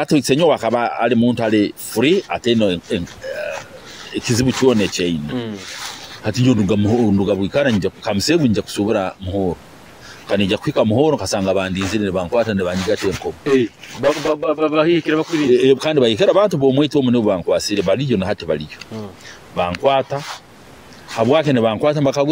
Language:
Nyoro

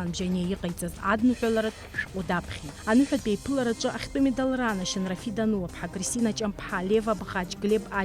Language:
Abkhazian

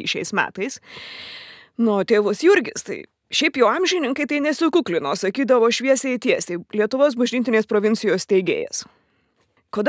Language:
Lithuanian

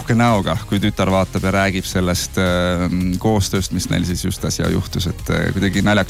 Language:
Estonian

